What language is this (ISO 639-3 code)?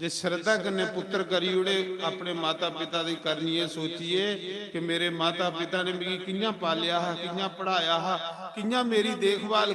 doi